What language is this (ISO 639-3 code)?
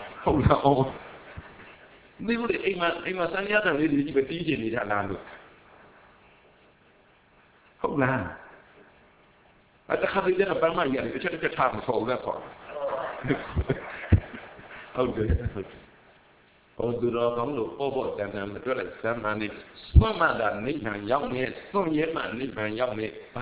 mya